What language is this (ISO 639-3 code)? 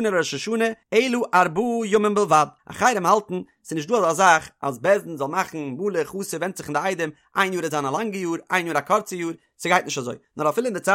yid